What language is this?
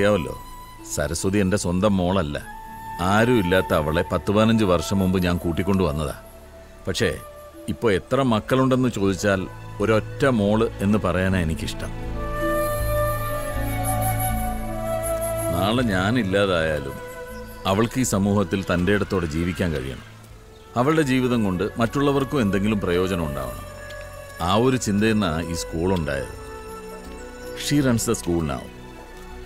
Malayalam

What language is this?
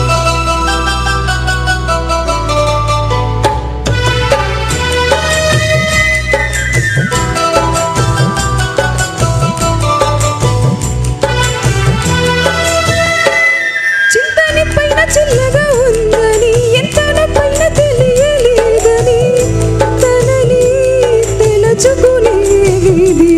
Telugu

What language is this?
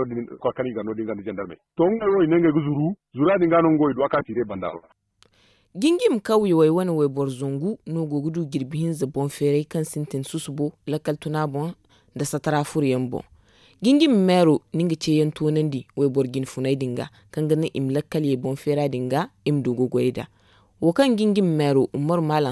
Zarma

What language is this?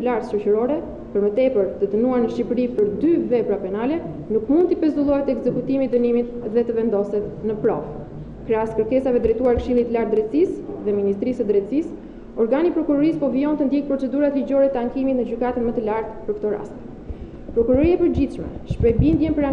Albanian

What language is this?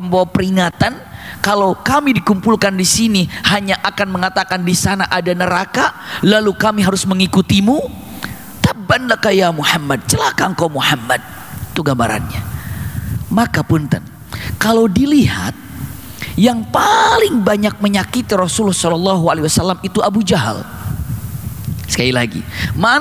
Indonesian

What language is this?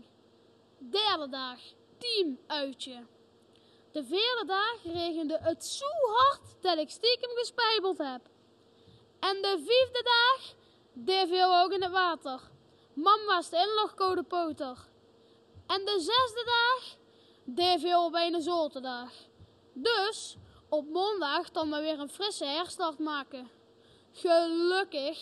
Limburgish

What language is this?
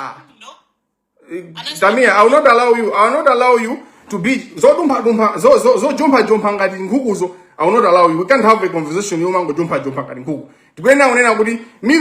Nyanja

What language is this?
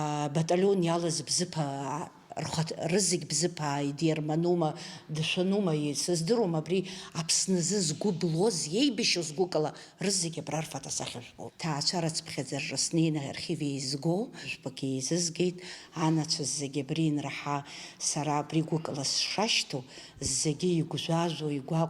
Abkhazian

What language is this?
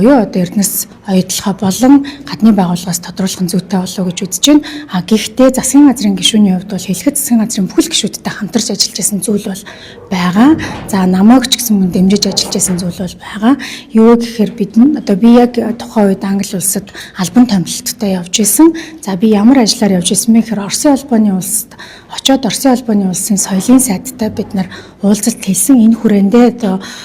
Mongolian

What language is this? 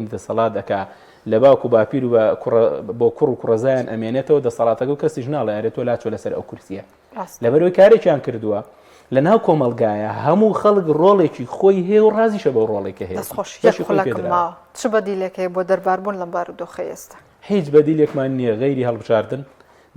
Central Kurdish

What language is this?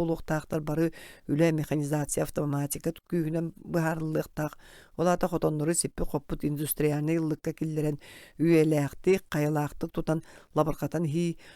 Yakut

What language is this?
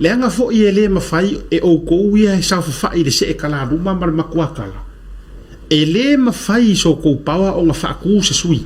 Samoan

